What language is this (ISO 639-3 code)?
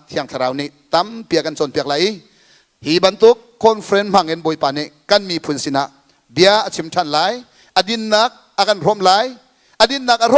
cnh